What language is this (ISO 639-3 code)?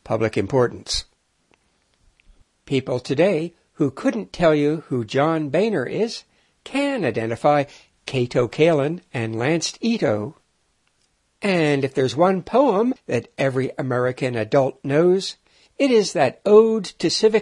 eng